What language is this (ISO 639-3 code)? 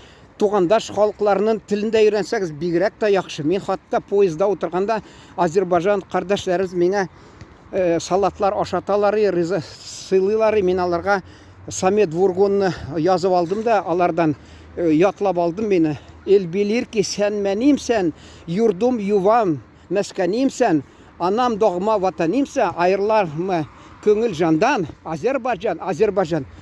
tat